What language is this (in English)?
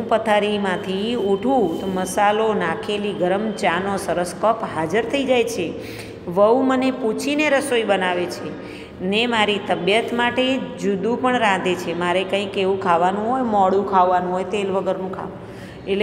Gujarati